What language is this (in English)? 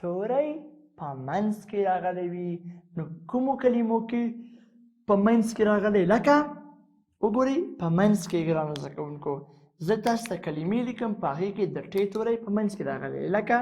Pashto